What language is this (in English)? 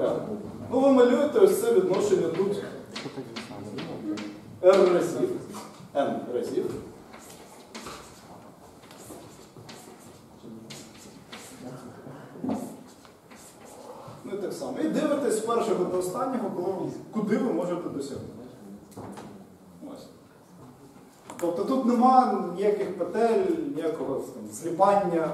Ukrainian